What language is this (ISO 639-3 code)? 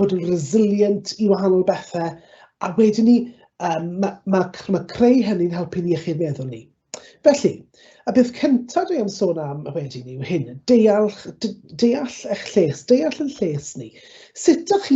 cym